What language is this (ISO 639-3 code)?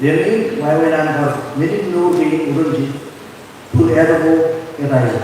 mah